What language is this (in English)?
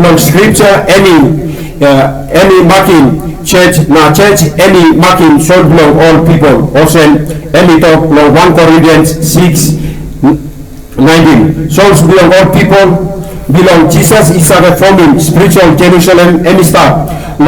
Tok Pisin